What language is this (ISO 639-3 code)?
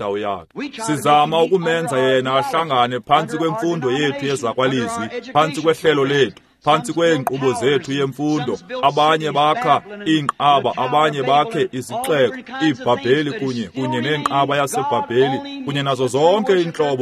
xho